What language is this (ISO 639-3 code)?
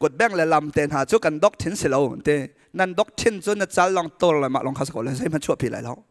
cnh